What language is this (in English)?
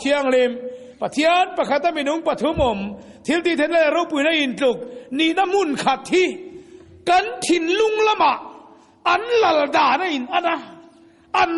Mizo